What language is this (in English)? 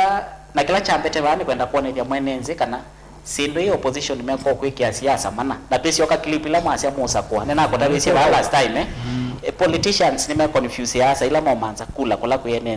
Kamba